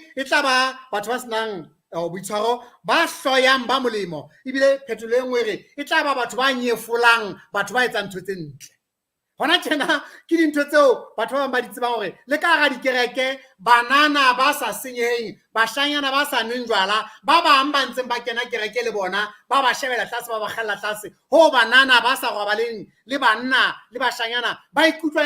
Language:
Southern Sotho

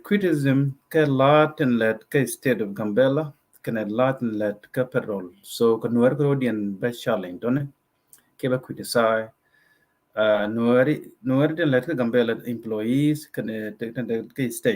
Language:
Nuer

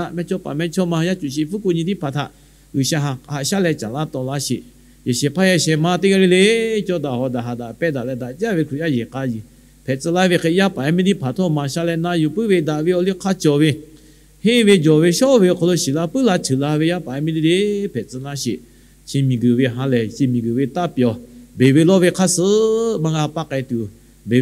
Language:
Lahu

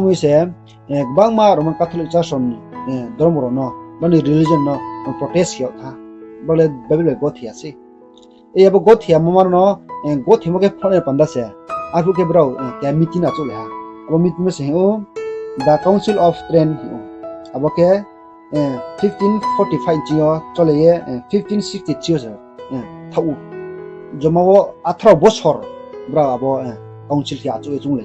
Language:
Riang (India)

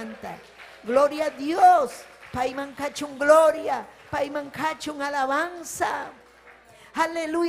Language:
Ayacucho Quechua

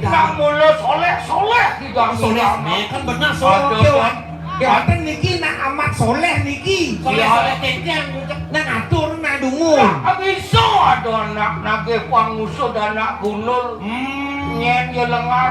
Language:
Balinese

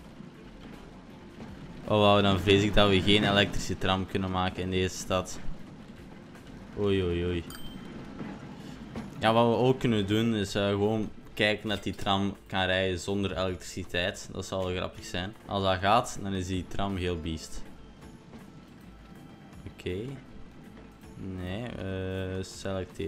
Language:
Dutch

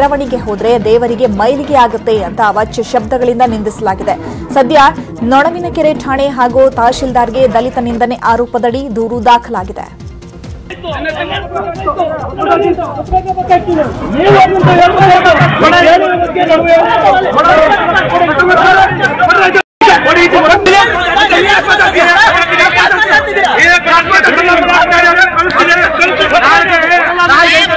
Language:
Kannada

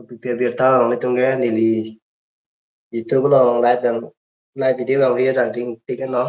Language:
Karbi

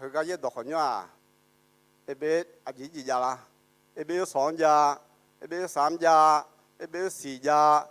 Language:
Akha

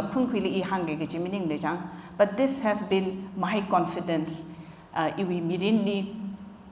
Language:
Tangkhul Naga (India)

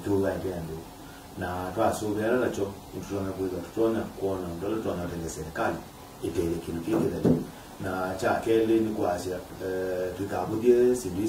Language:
Kamba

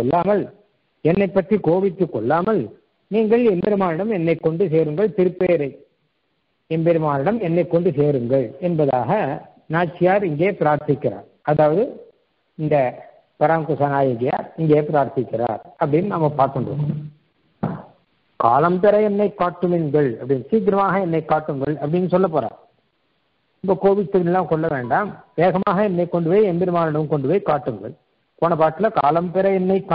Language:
Tamil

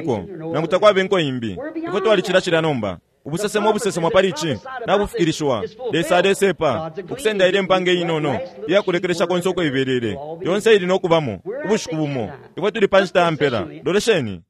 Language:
Bemba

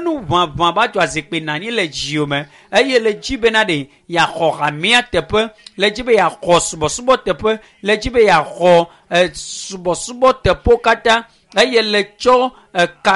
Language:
Ewe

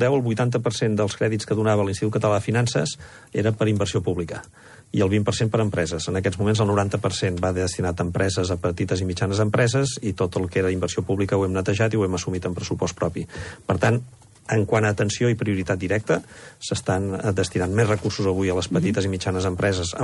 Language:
Catalan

